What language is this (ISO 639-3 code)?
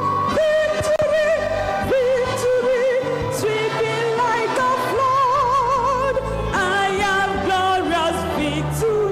ewe